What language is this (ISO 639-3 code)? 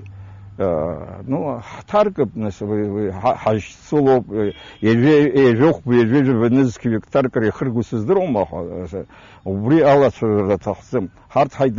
abk